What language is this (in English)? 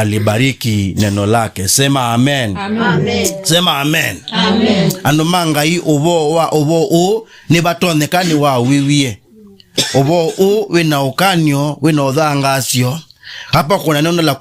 Kamba